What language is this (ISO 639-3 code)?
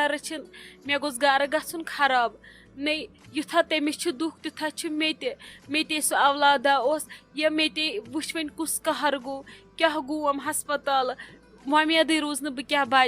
kas